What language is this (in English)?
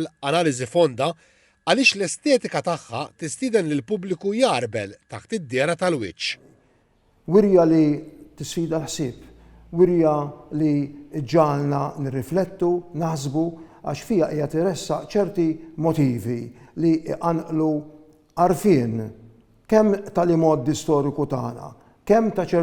Maltese